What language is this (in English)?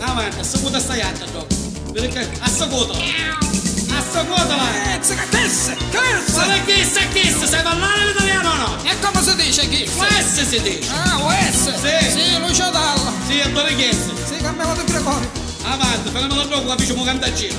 Neapolitan